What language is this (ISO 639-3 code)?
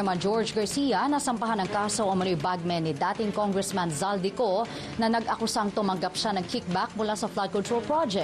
fil